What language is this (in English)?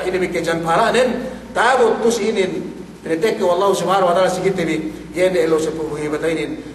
Yakan